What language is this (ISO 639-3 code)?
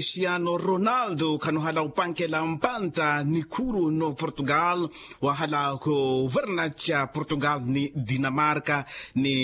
vmw